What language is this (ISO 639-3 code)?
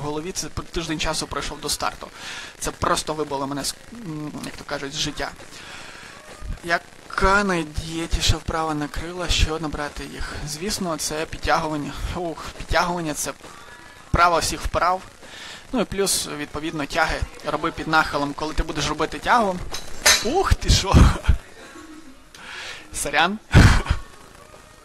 ukr